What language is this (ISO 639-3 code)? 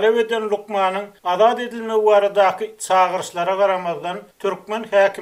tuk